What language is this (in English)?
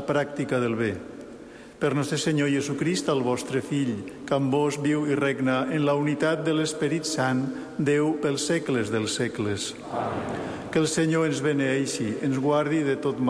Catalan